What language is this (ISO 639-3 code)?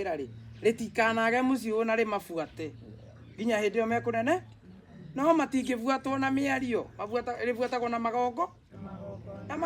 kik